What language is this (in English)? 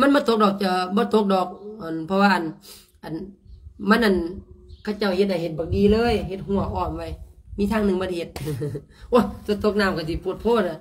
Lao